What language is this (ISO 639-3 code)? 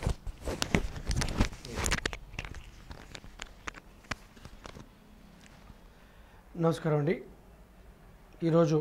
tel